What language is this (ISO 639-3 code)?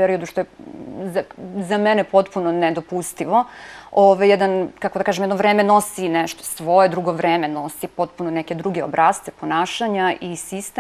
srp